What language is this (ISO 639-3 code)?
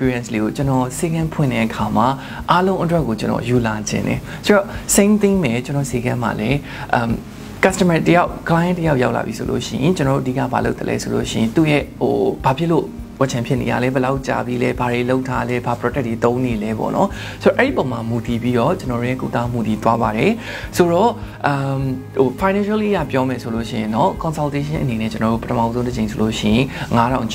mya